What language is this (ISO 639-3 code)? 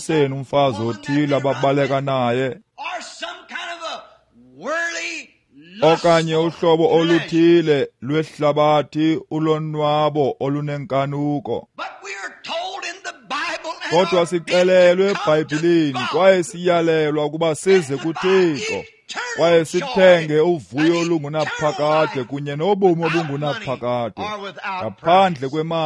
xho